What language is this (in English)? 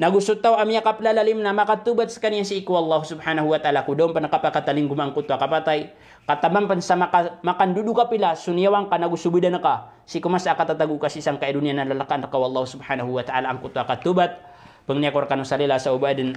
Maranao